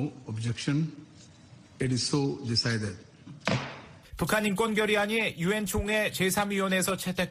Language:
Korean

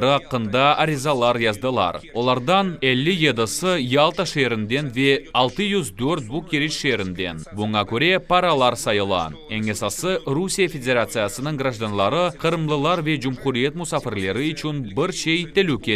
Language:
Crimean Tatar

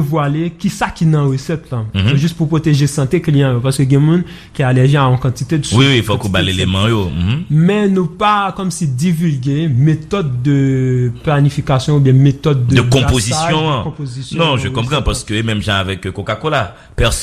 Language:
Haitian Creole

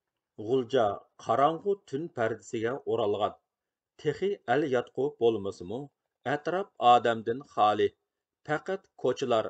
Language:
Uyghur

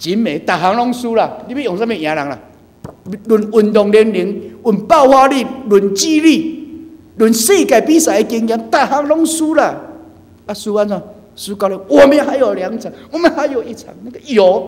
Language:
Min Nan Chinese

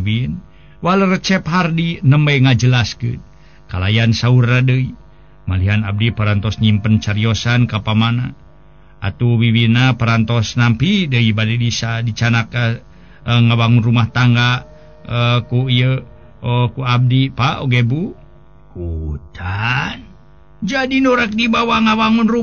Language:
Sundanese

